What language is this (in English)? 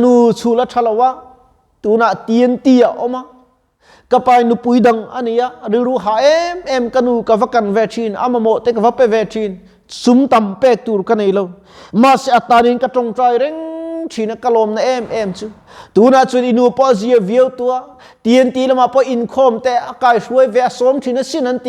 Mizo